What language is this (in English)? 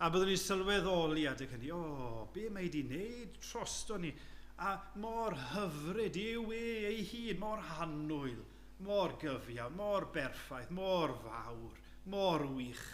Welsh